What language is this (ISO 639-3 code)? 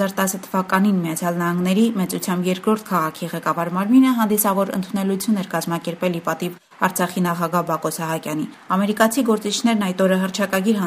hye